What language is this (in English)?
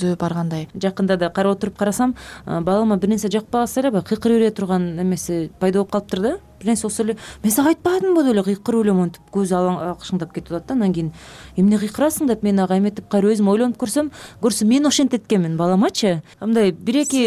Kyrgyz